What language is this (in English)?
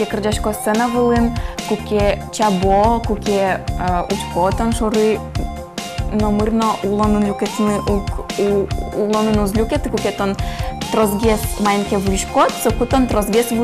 Udmurt